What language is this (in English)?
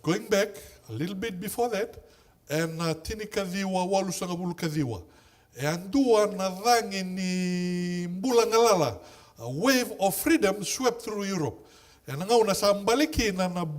Fijian